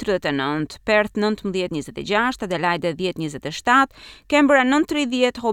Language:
Albanian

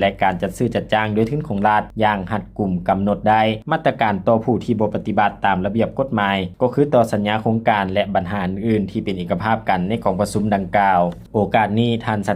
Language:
Lao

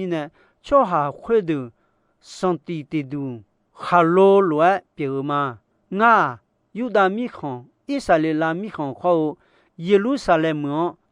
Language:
Akha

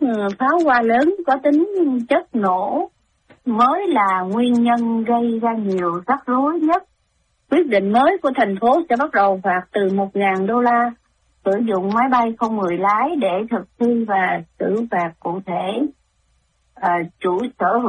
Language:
Vietnamese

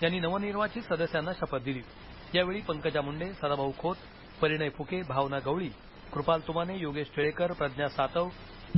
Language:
Marathi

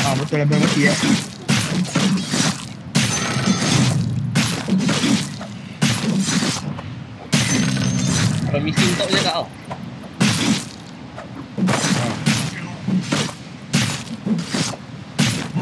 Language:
Malay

